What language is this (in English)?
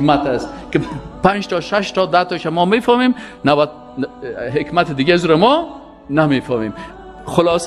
Persian